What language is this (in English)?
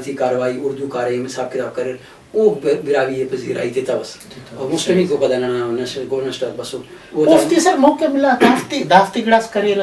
Brahui